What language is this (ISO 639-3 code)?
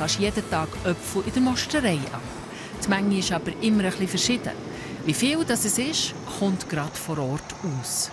gsw